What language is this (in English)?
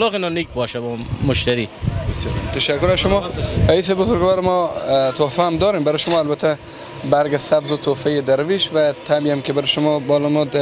Persian